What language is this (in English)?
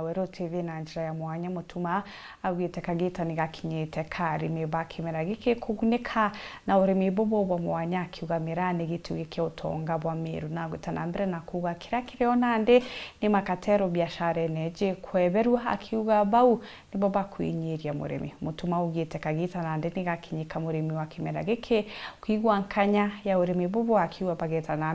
Meru